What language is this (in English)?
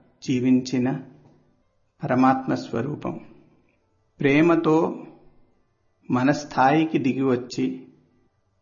Telugu